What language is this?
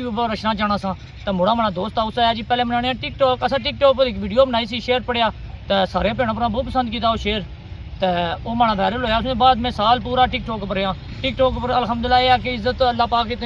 Pahari-Potwari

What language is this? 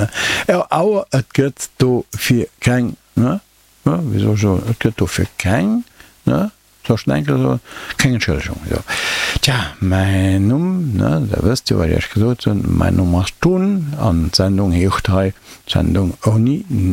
Luxembourgish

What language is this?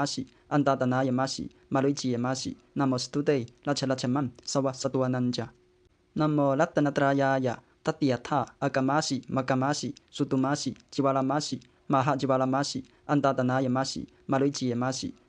Pali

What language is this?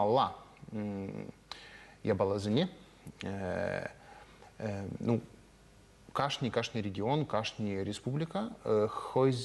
Chuvash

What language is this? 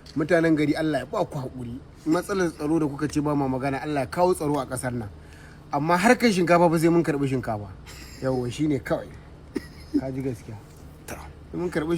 Hausa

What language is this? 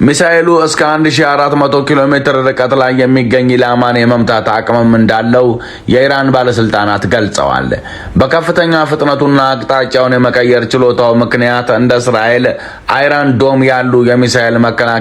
Amharic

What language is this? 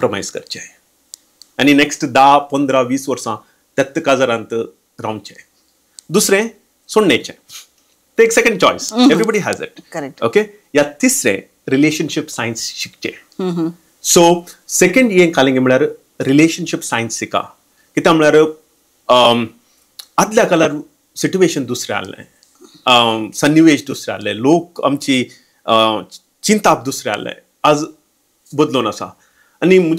Konkani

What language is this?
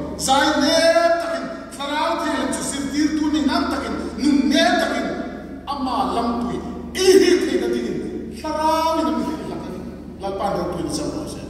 Hmar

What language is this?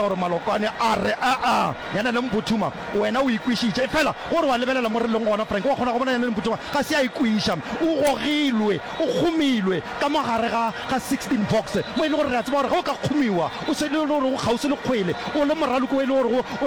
Northern Sotho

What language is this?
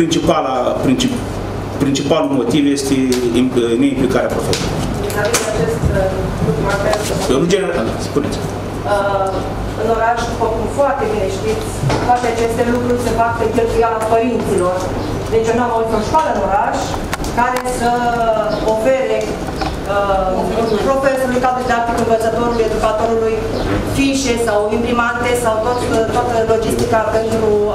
Romanian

